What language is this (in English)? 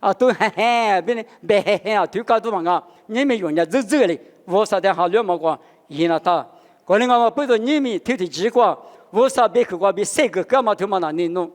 Lisu